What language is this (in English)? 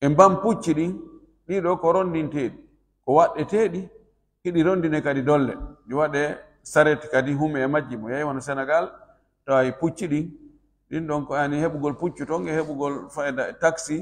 Swahili